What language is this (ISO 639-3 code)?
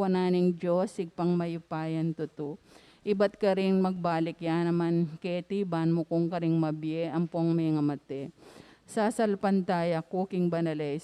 pam